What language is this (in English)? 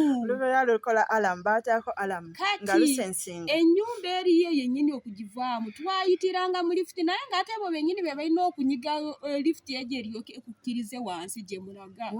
Ganda